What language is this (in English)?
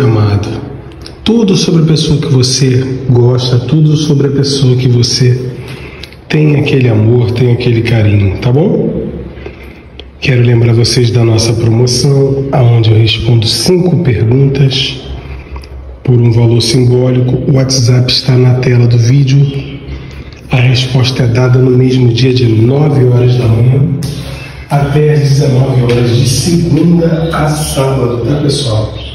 Portuguese